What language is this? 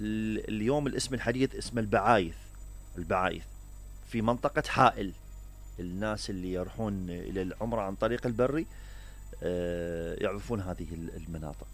Mesopotamian Arabic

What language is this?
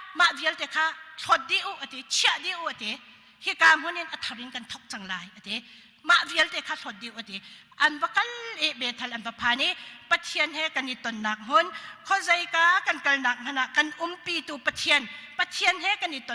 Hakha Chin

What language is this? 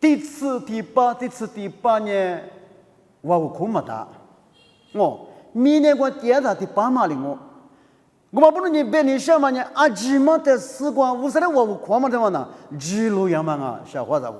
Lisu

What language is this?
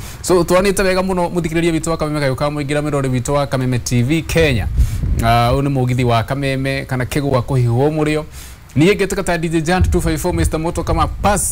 Kikuyu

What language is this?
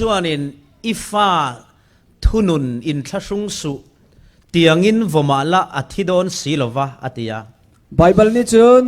Falam Chin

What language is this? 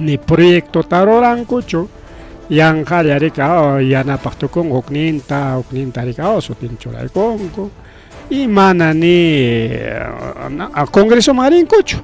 Ayacucho Quechua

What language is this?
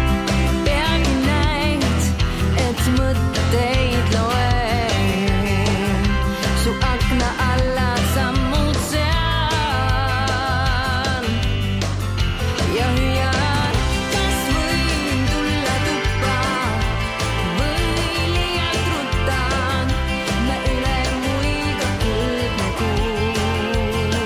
Estonian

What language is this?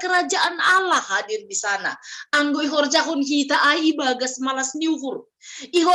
Batak Simalungun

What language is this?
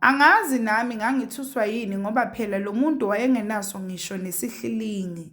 Zulu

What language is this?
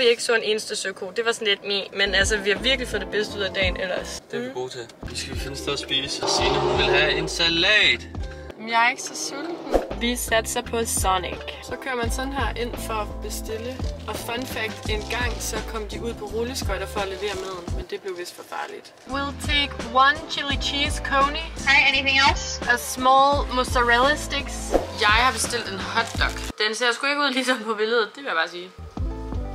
Danish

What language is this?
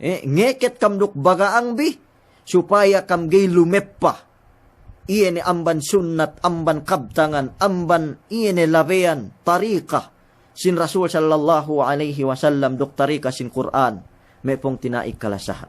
Yakan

